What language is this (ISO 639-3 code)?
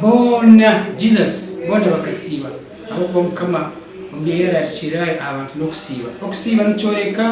nyn